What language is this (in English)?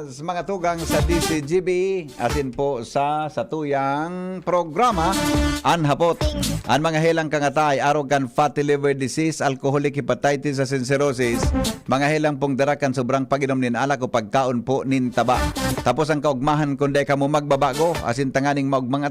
Bikol